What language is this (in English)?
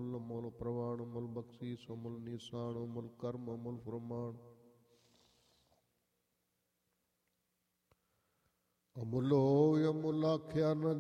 Punjabi